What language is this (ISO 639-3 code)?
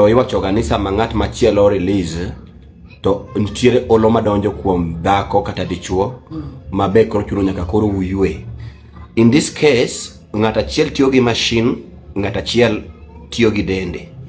luo